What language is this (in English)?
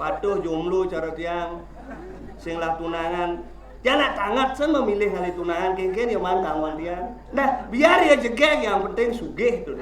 Balinese